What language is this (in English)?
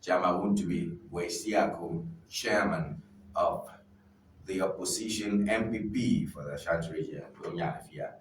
Ewe